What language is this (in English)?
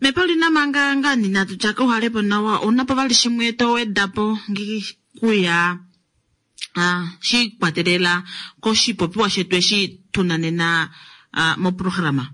Kuanyama